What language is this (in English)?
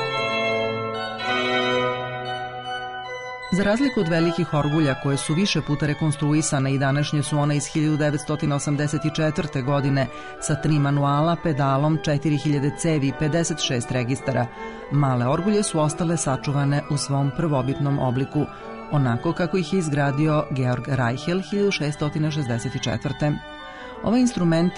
Serbian